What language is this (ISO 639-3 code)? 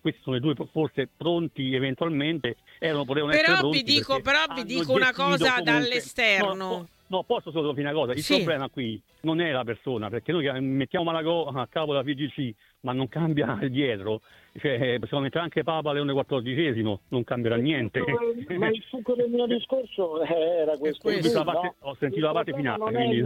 ita